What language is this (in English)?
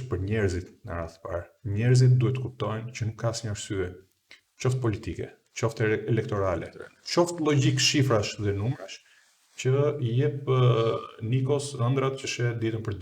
Albanian